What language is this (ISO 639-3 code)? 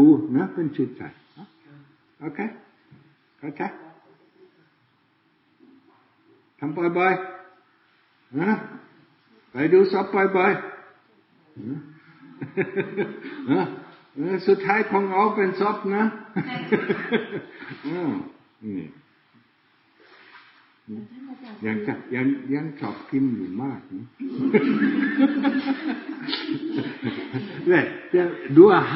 tha